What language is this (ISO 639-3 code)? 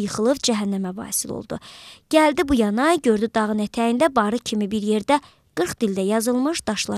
aze